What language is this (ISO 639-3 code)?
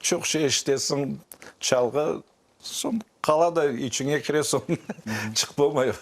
crh